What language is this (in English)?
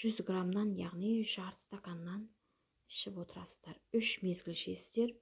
Kazakh